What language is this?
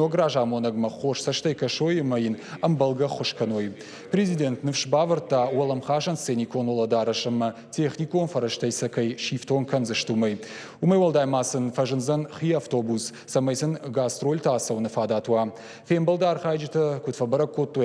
Ossetic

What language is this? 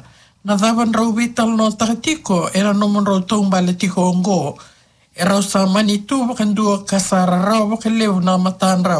Fijian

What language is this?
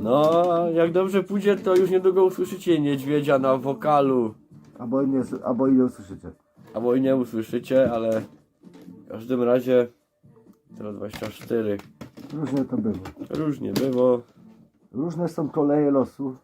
Silesian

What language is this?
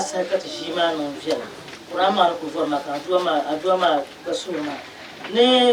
Dagbani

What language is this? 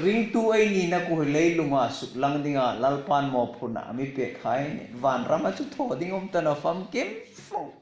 Hmar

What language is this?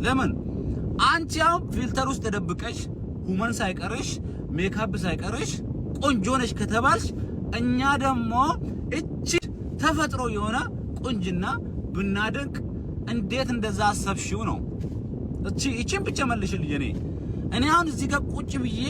Amharic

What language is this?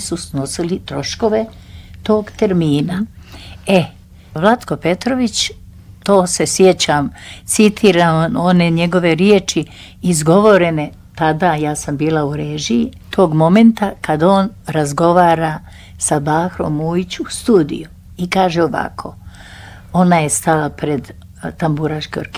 Croatian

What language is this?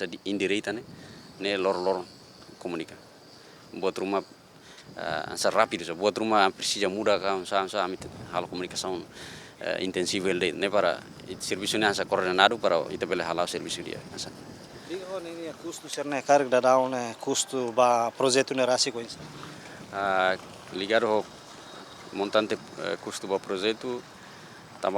Tetum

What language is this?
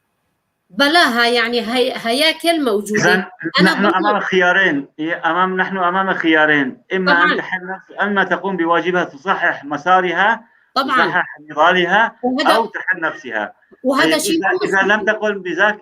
North Levantine Arabic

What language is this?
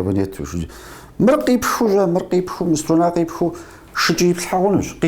Kabardian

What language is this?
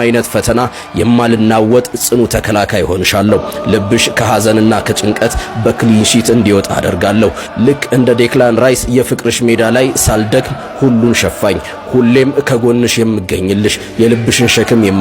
Amharic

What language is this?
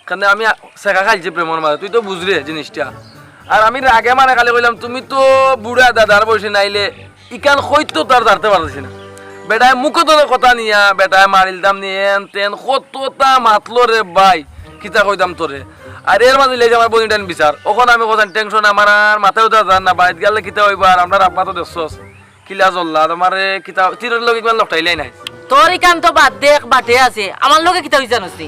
Sylheti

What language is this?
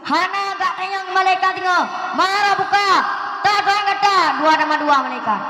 Achinese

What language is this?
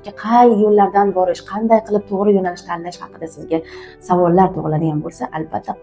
Uzbek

